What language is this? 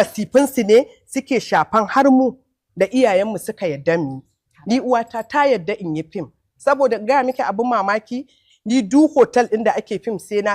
Hausa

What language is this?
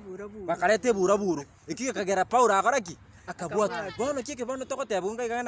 Gusii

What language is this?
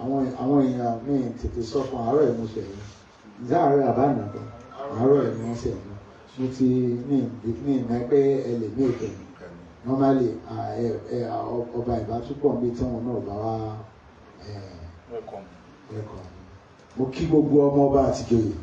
Yoruba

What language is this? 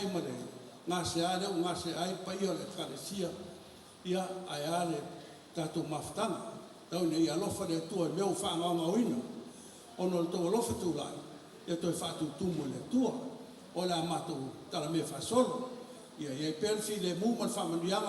Samoan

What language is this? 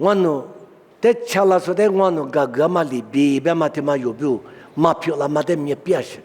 Lisu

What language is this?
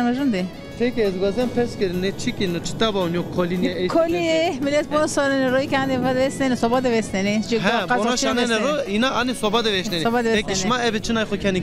Zaza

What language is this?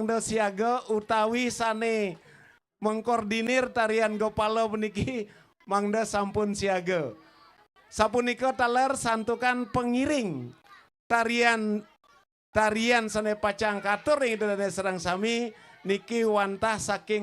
Balinese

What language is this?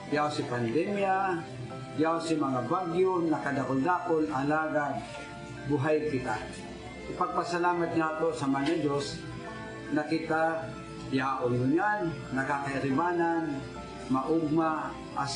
Bikol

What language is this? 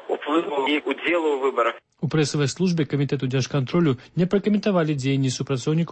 Belarusian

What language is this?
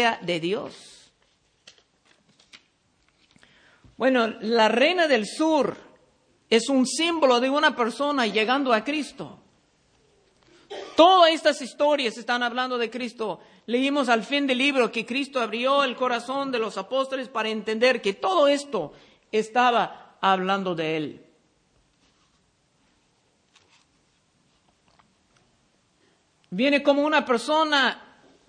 Spanish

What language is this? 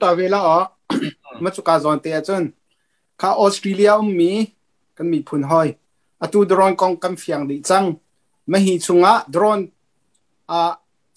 Hakha Chin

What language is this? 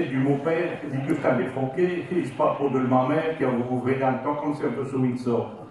Picard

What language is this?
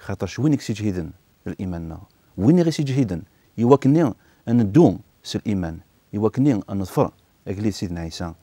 Kabyle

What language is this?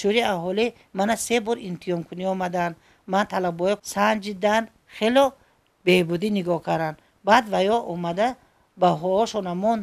Tajik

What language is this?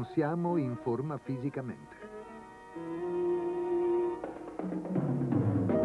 Italian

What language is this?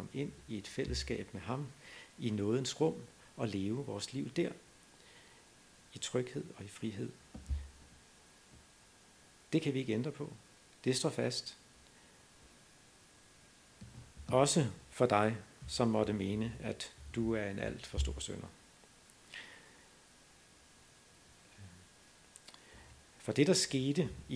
Danish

